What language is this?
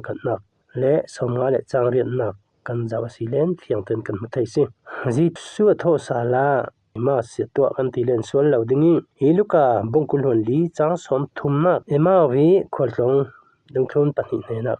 Falam Chin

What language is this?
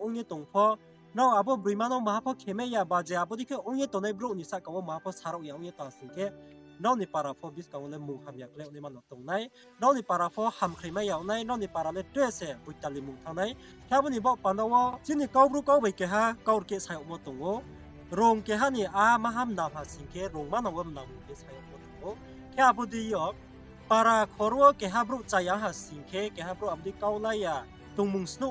Riang (India)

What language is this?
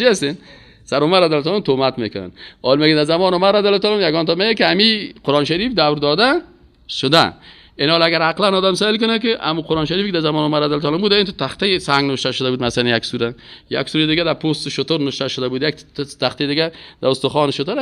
Persian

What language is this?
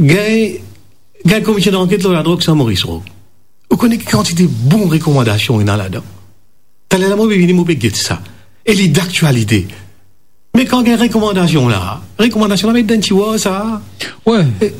Morisyen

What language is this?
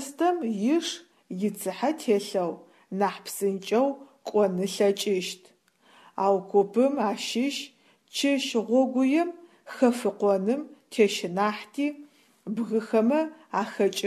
Adyghe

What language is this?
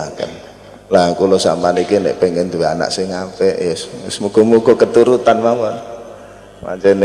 Javanese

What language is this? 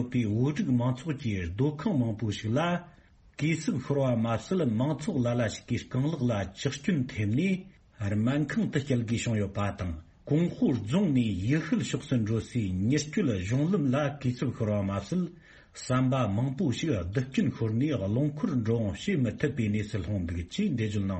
Tibetan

